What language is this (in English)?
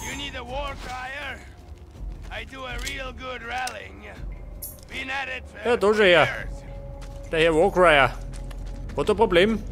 Bavarian